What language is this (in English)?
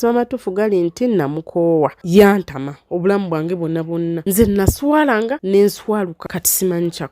Ganda